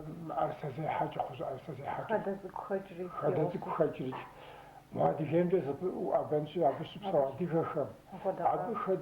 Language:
Kabardian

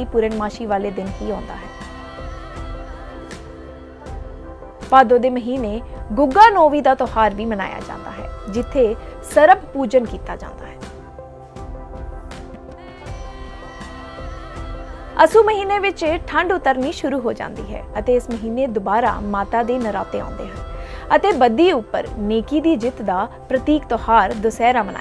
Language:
Punjabi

